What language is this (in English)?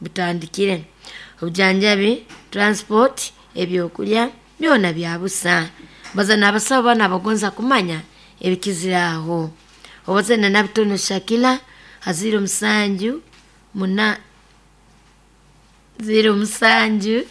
Nyoro